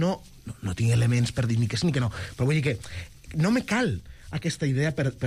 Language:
Catalan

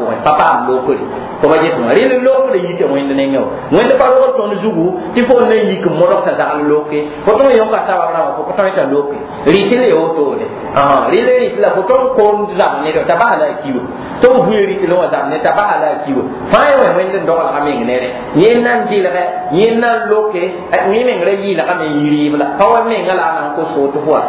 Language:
Mossi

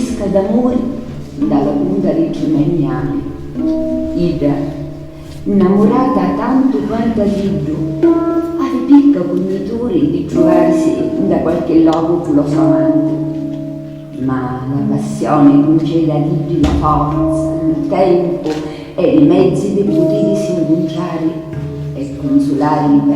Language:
Sicilian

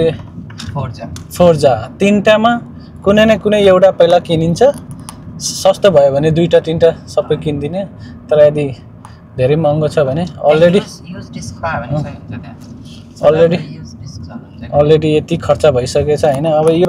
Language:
Nepali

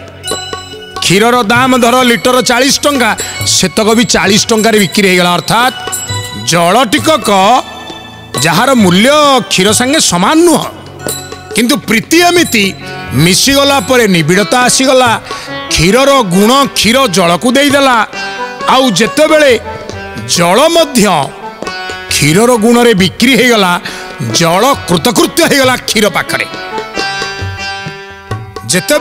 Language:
Odia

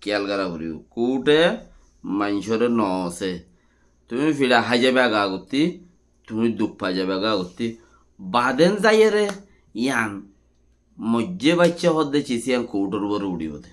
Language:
Rohingya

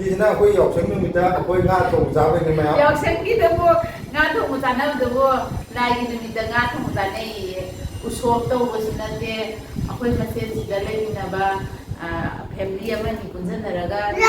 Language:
Manipuri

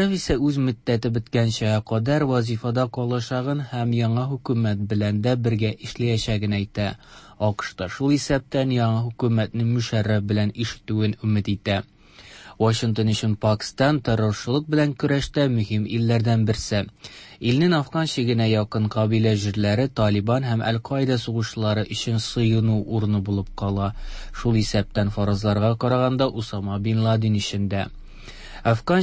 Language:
Tatar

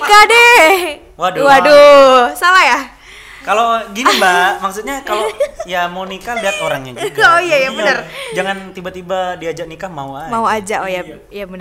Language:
Indonesian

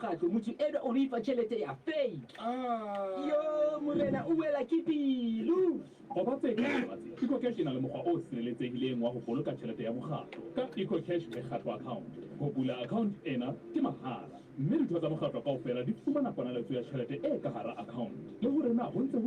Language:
Southern Sotho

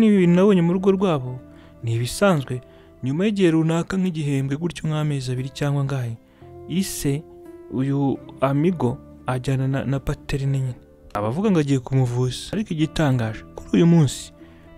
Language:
Kinyarwanda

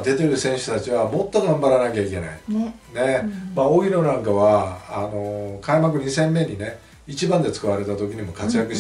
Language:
Japanese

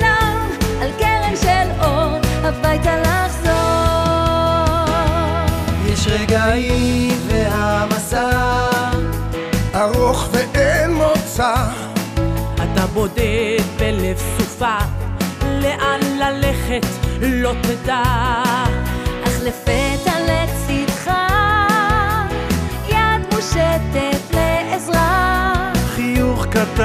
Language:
Hebrew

